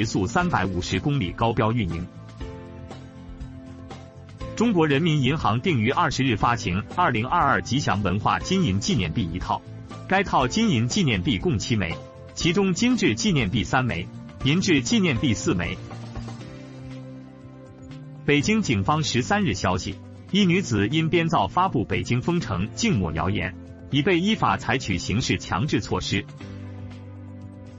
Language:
Chinese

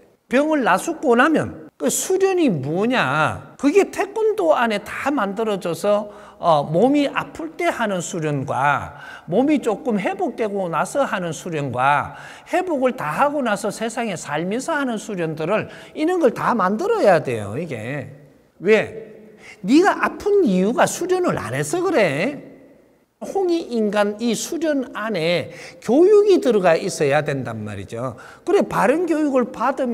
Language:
Korean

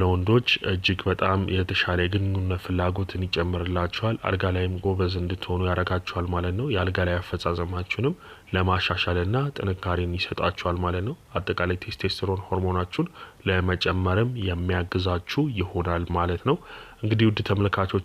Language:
Amharic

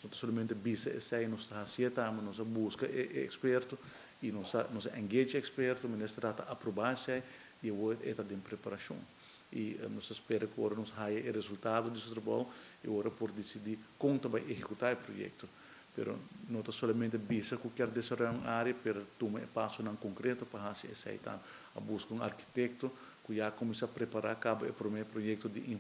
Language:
Papiamento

